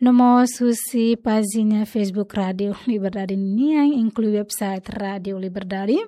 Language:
Tetum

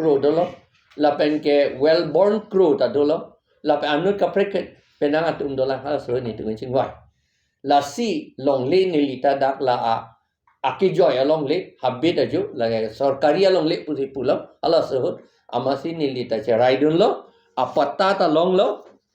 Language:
Karbi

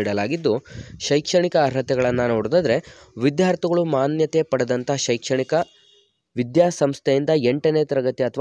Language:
Kannada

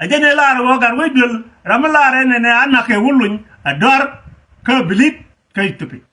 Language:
Nuer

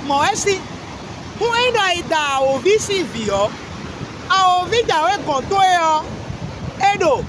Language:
Fon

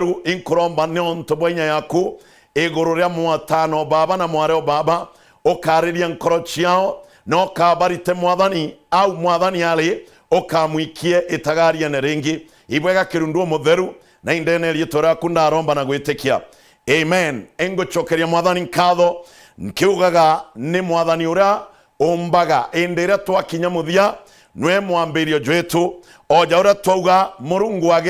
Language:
Meru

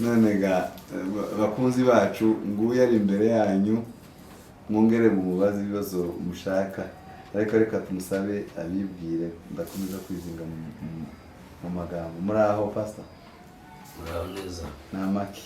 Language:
Kinyarwanda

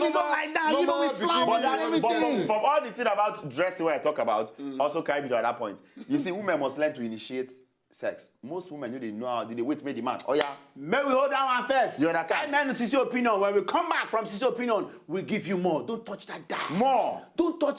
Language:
Nigerian Pidgin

